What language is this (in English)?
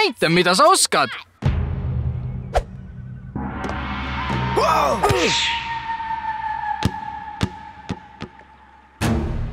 Estonian